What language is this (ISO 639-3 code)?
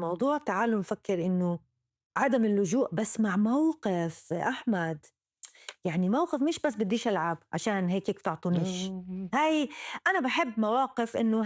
apc